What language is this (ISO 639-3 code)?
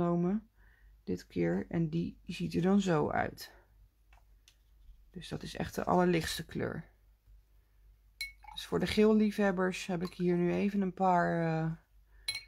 nld